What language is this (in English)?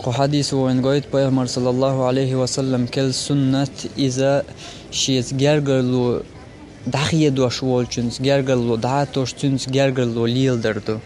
Chechen